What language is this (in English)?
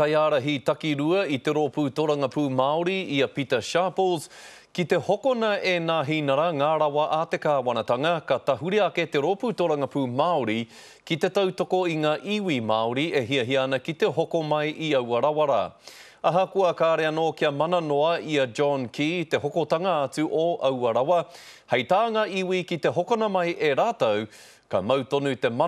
Māori